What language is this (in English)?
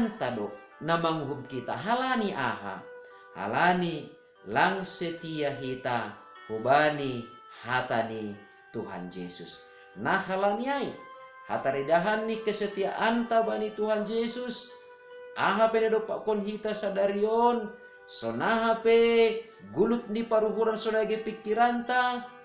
Batak Simalungun